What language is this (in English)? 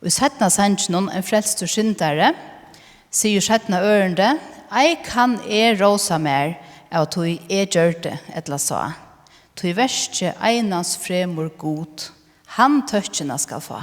Faroese